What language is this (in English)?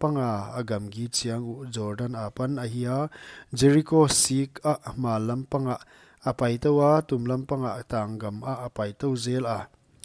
Paite Chin